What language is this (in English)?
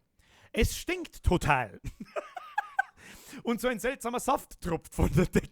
Bavarian